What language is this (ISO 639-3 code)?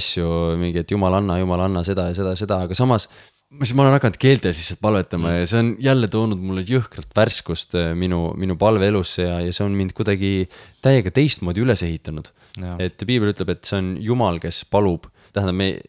est